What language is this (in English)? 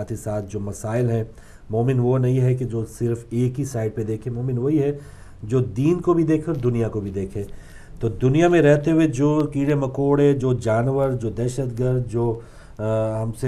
Urdu